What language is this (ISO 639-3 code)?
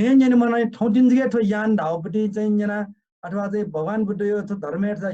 new